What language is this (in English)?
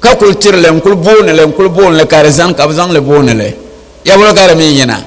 Dagbani